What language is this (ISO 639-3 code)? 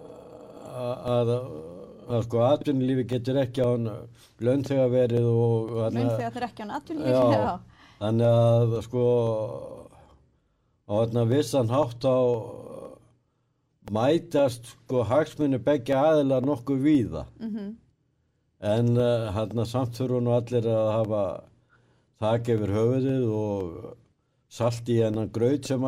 isl